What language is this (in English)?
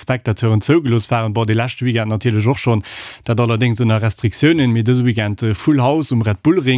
Luxembourgish